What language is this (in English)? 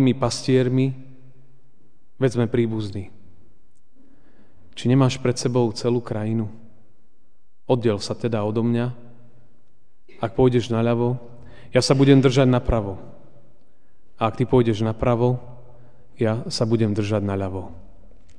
Slovak